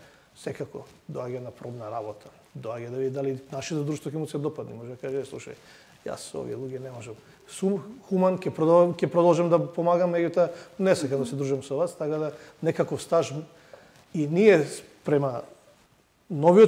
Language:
Macedonian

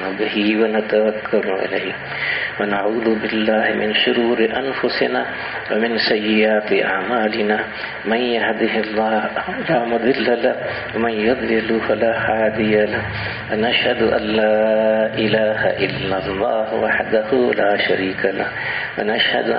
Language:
Urdu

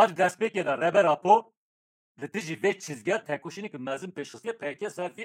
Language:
Kurdish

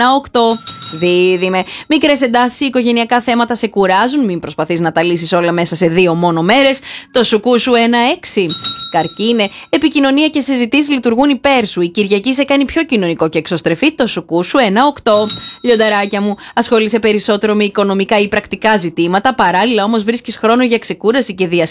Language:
Greek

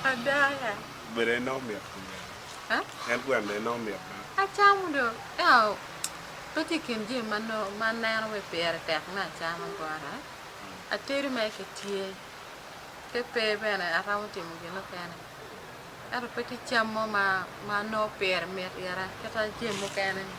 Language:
Acoli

